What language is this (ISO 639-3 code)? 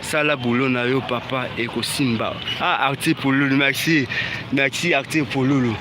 lin